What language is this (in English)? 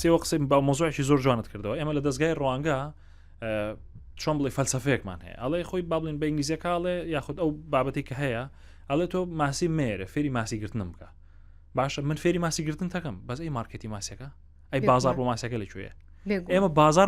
Central Kurdish